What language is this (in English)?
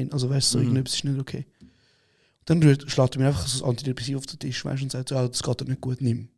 Swiss German